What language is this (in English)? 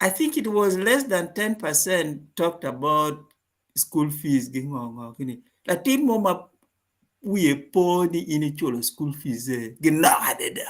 Acoli